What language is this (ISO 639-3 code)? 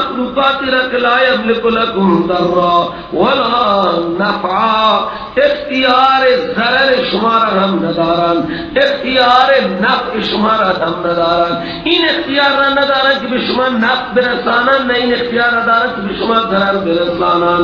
fas